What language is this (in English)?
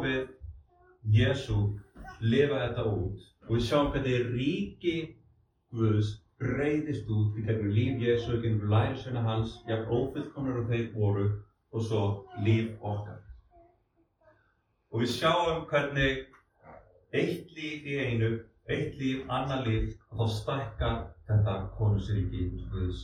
Icelandic